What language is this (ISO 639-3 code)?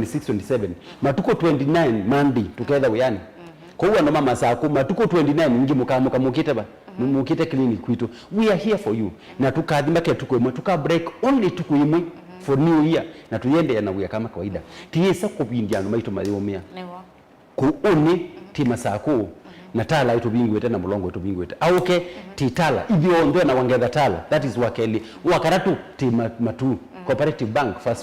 kam